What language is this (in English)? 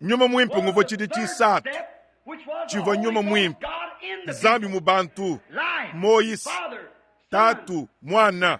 Luba-Lulua